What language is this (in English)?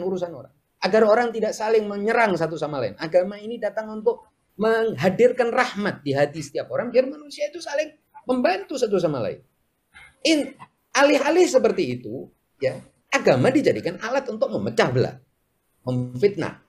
Indonesian